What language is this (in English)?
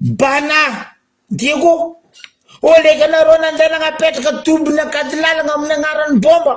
Malagasy